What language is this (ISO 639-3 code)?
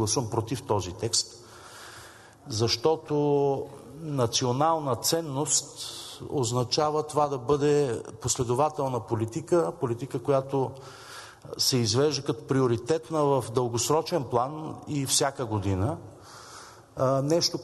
bul